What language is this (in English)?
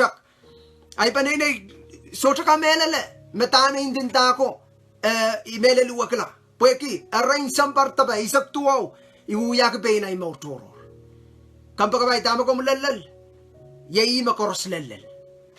Pohnpeian